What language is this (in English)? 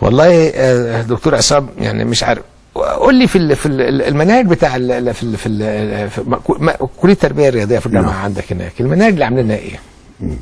Egyptian Arabic